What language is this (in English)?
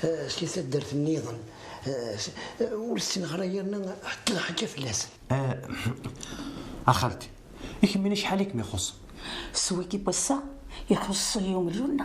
Kabyle